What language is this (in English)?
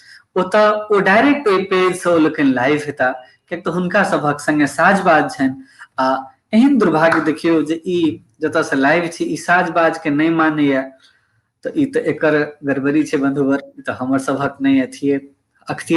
Maithili